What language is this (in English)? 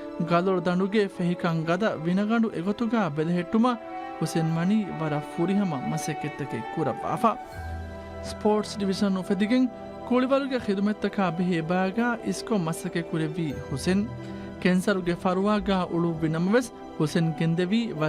Divehi